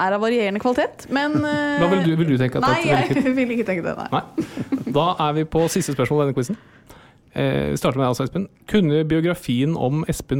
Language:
Norwegian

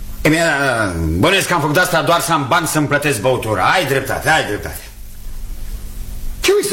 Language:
Romanian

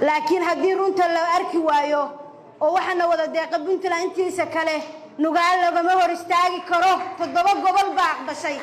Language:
Somali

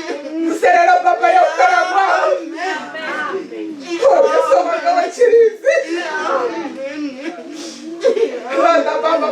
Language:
Venda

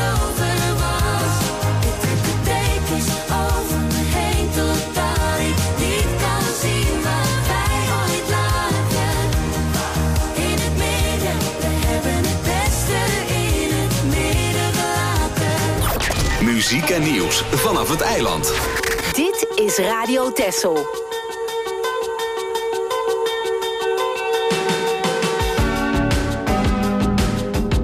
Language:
Dutch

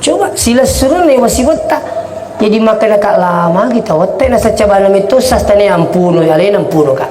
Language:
Buginese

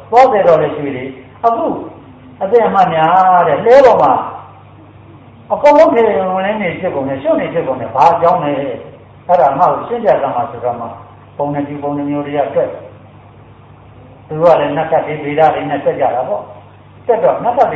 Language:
Burmese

